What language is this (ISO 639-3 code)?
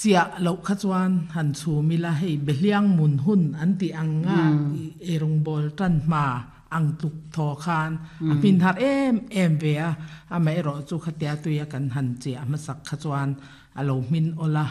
lus